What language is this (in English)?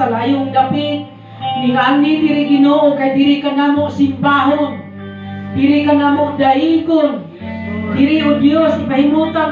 Cebuano